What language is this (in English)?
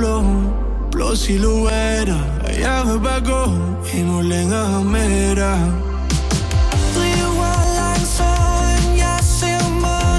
Danish